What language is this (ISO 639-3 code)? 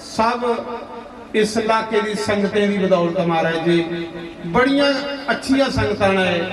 doi